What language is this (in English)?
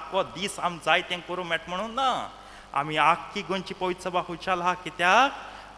Konkani